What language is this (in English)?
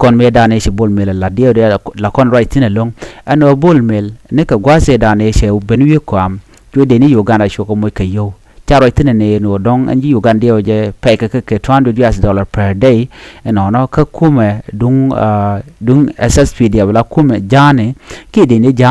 Nuer